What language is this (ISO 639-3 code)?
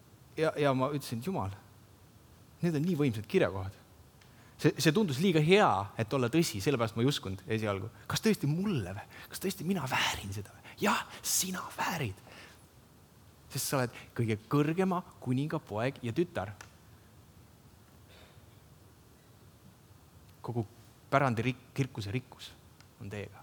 est